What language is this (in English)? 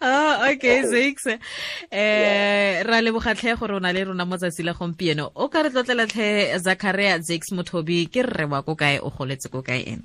Tswana